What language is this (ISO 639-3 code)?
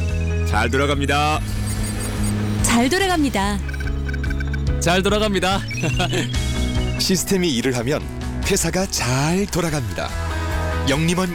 kor